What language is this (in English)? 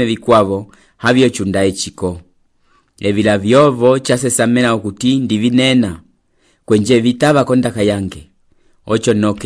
Umbundu